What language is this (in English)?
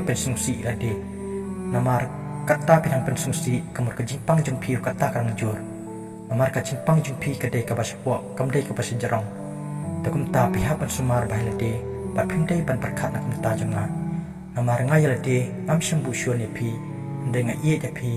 Khasi